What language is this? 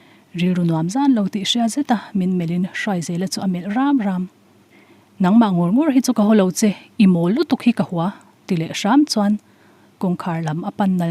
Mizo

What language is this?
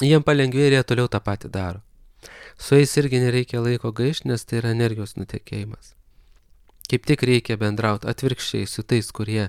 Lithuanian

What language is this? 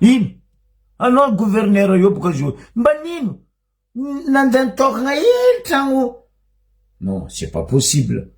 Malagasy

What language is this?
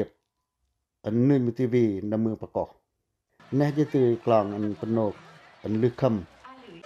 Pacoh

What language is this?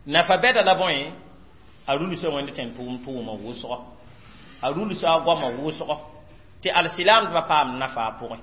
Mossi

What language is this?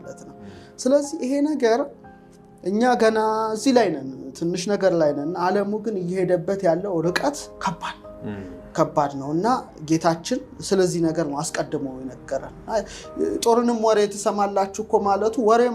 Amharic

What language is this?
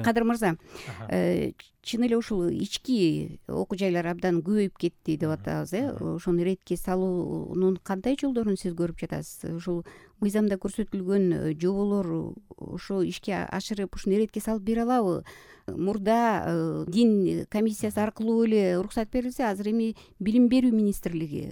Kyrgyz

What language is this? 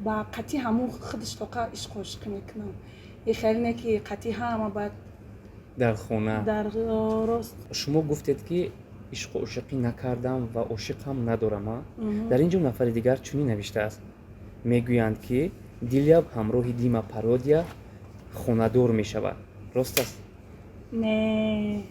Tajik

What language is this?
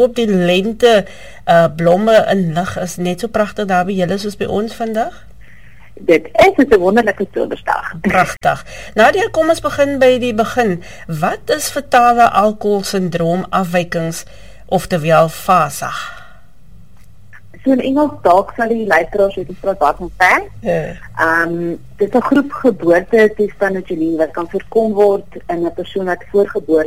Afrikaans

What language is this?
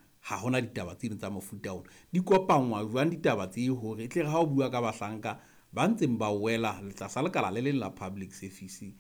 Southern Sotho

